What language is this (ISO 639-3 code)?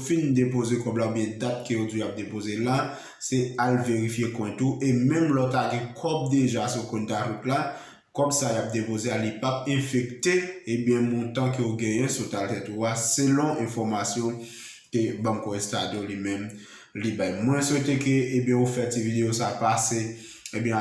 hat